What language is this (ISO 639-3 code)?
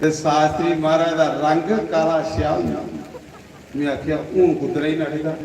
doi